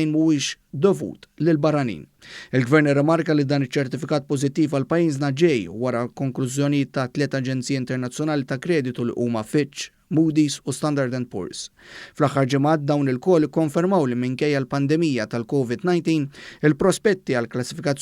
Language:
Maltese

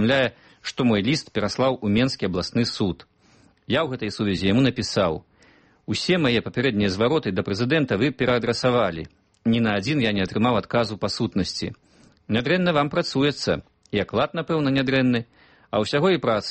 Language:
Belarusian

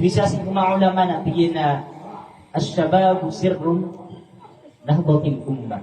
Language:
Maranao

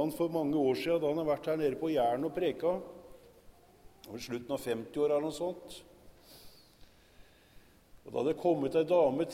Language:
Norwegian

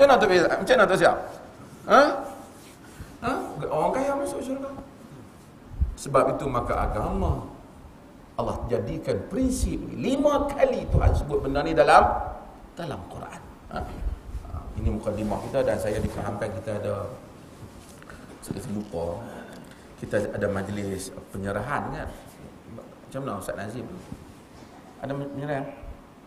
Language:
Malay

